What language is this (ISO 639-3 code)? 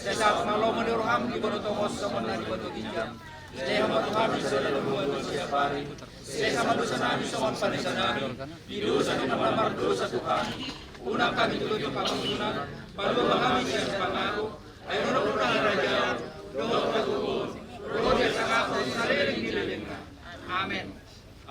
bbc